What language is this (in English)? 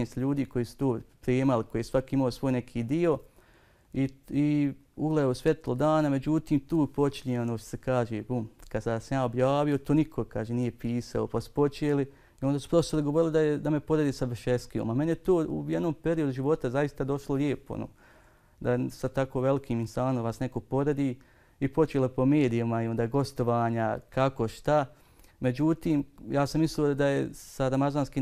Bosnian